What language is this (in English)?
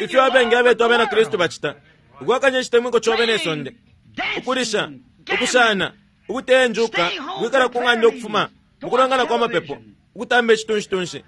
Bemba